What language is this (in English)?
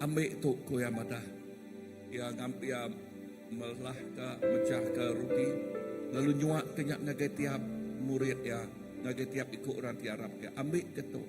Iban